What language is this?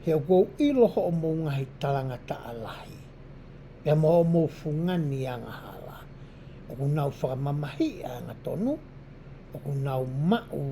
Tongan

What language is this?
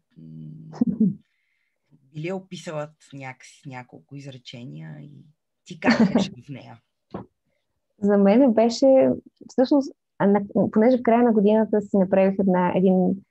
Bulgarian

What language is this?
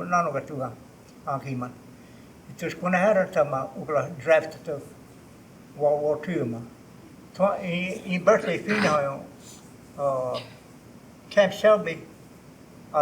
Choctaw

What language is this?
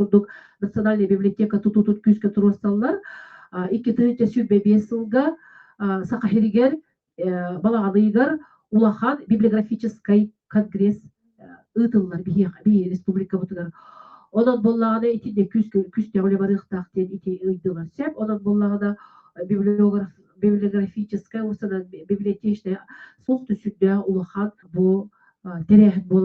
Yakut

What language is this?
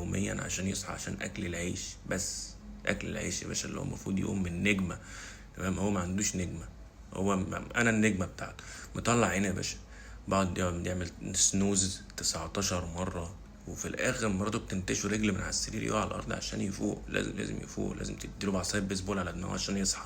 Egyptian Arabic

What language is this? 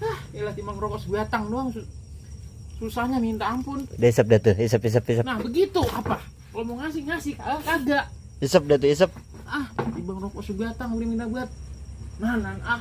Betawi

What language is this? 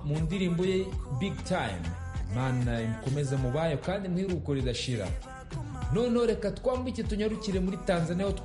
Kinyarwanda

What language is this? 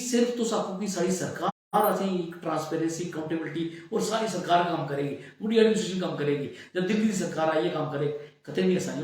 Dogri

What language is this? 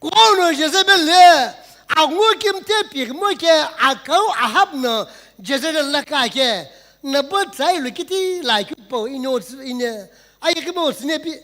Sumi Naga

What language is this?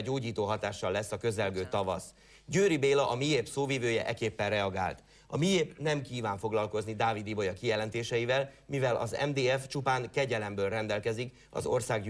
Hungarian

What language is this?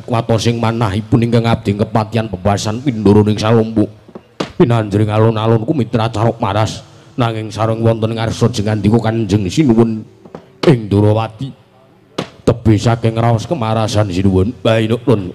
Javanese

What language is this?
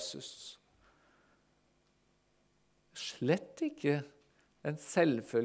Norwegian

